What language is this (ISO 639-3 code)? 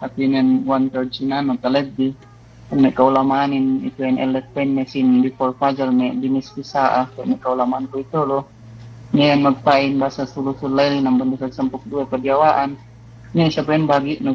yka